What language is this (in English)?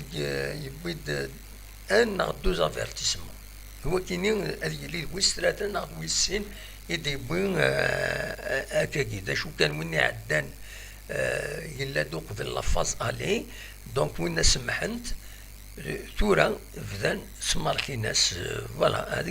Kabyle